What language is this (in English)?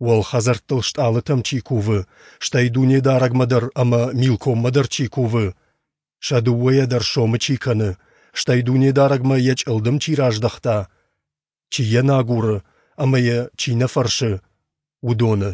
Ossetic